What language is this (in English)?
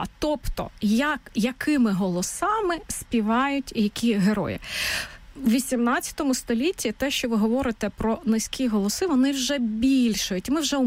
Ukrainian